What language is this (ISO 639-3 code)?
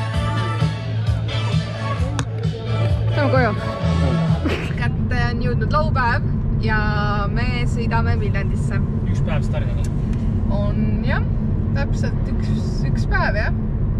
est